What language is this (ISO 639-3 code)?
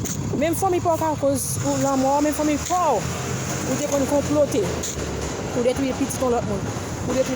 hat